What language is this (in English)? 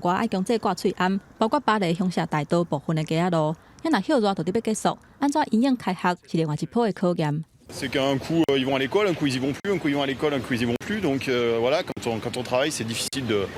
Min Nan Chinese